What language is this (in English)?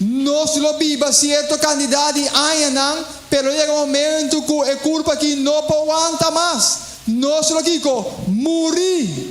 Papiamento